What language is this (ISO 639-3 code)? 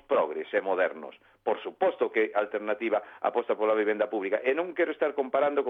glg